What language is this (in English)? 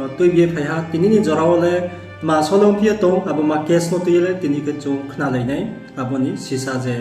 Riang (India)